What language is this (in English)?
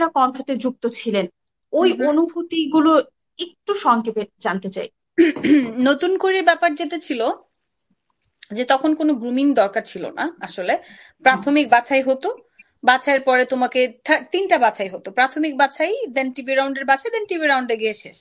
Bangla